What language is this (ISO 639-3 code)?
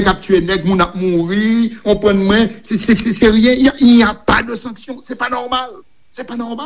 hat